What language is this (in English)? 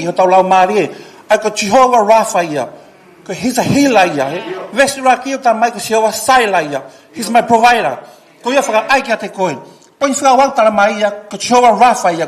Tongan